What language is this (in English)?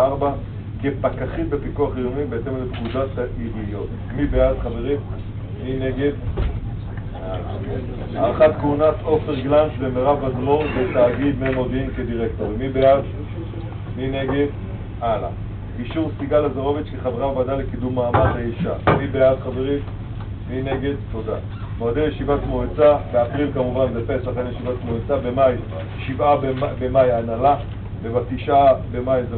Hebrew